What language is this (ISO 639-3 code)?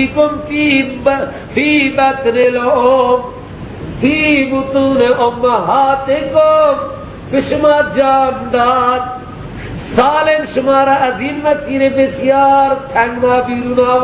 fas